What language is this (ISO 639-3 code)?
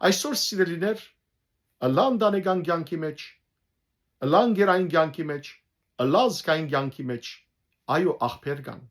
hyw